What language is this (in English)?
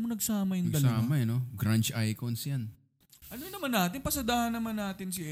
Filipino